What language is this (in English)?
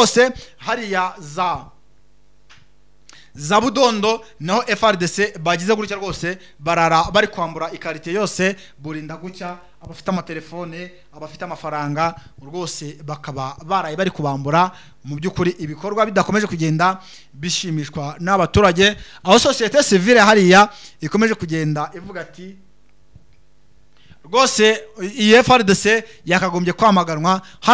Kinyarwanda